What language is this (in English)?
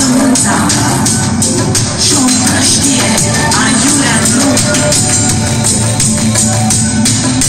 Romanian